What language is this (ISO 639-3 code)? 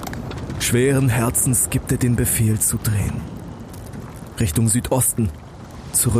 deu